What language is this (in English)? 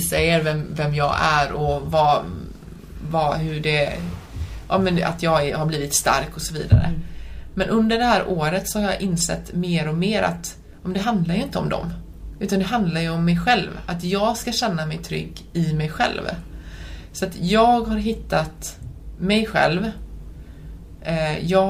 Swedish